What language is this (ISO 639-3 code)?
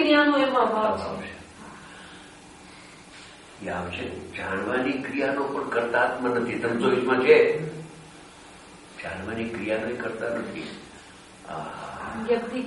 guj